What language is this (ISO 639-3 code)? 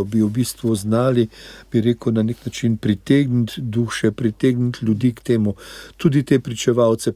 slv